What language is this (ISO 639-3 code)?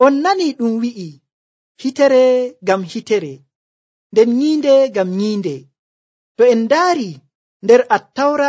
fuv